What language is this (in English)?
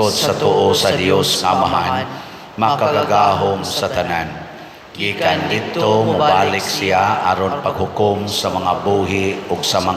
Cebuano